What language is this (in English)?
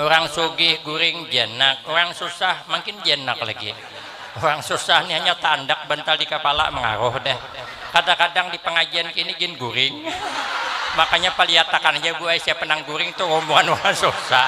Banjar